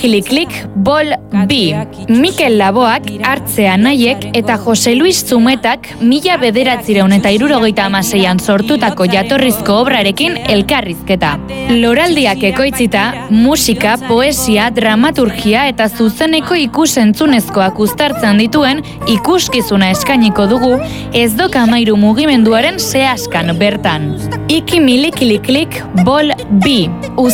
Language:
Basque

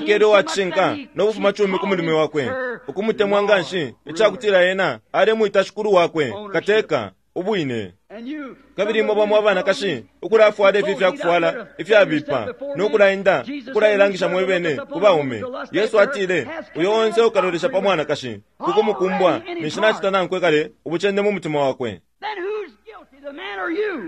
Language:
Bemba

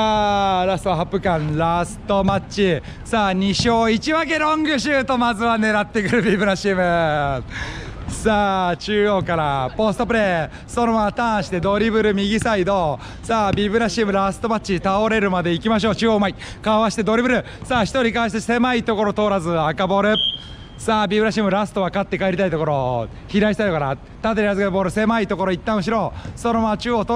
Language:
Japanese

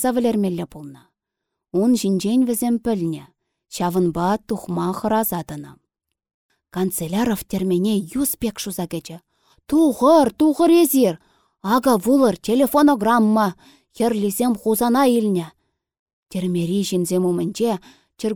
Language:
Chuvash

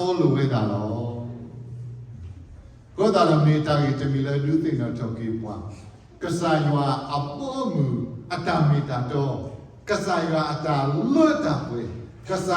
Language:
S'gaw Karen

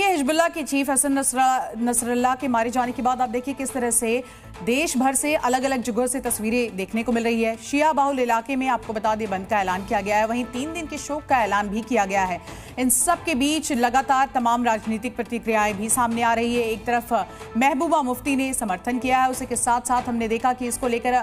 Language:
Hindi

